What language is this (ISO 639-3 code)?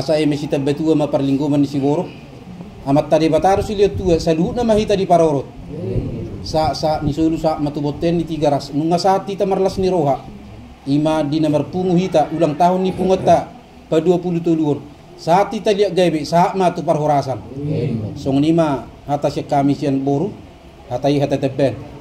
bbc